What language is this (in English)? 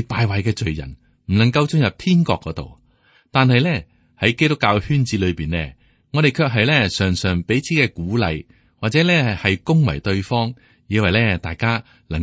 Cantonese